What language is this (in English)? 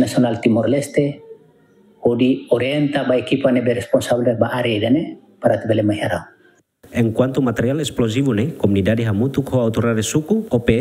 Tetum